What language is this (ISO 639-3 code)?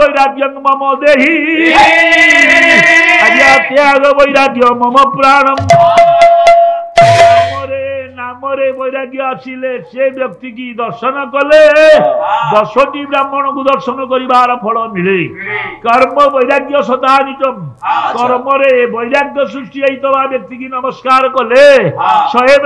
ori